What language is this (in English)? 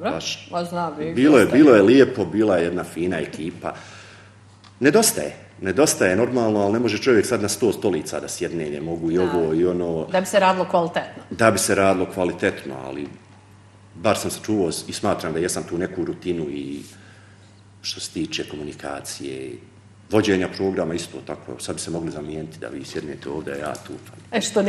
Bosnian